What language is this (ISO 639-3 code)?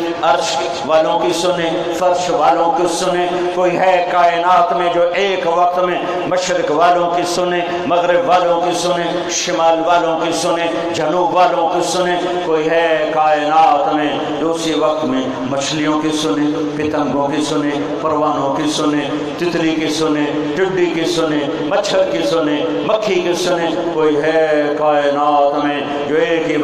urd